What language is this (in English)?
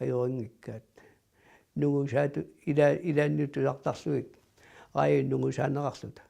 Kalaallisut